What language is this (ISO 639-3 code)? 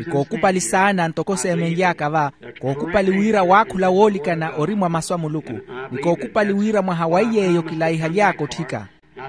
vmw